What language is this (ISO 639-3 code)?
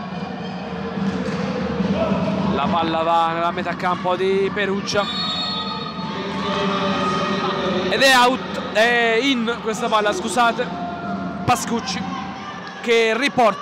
ita